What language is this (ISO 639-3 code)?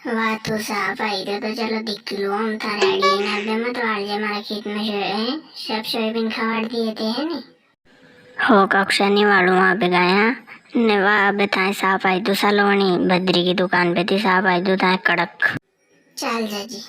raj